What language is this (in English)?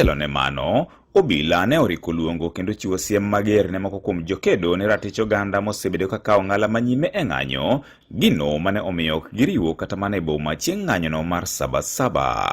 Luo (Kenya and Tanzania)